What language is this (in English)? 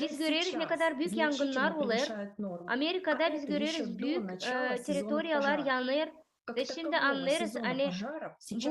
Gagauz